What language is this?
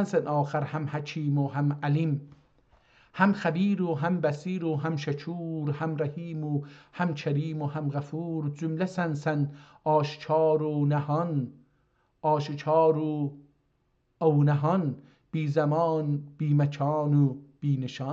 South Azerbaijani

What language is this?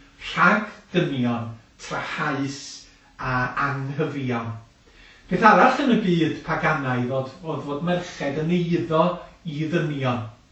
Welsh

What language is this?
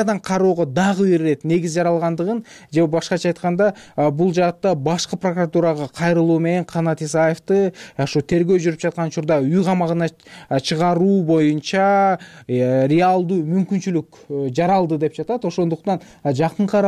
Kyrgyz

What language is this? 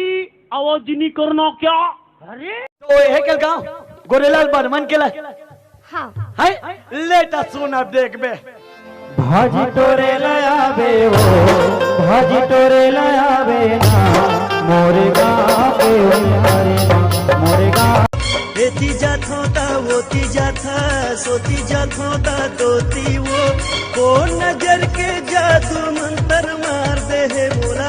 Chhattisgarhi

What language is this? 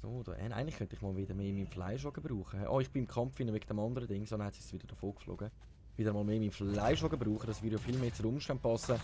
Swiss German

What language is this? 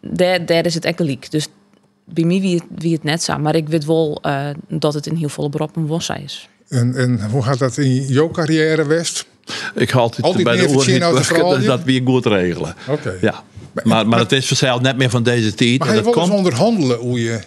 Western Frisian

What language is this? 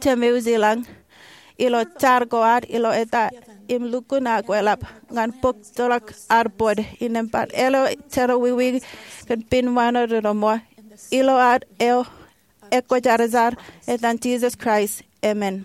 Marshallese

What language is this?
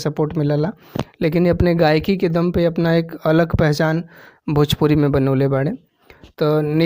Bhojpuri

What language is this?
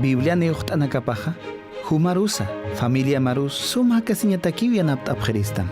Aymara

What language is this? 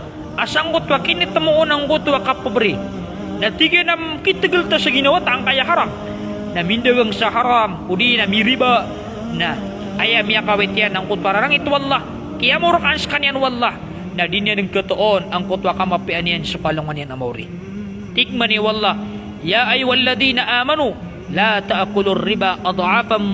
Maranao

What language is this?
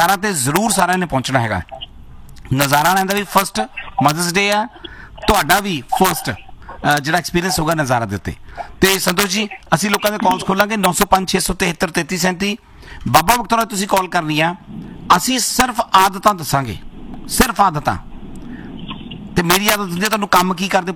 Punjabi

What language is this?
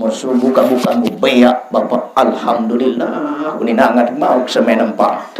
Sasak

